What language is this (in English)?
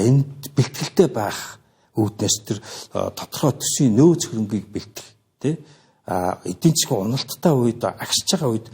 Mongolian